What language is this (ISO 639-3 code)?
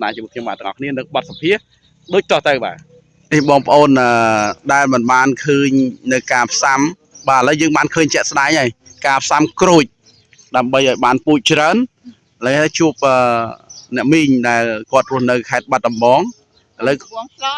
khm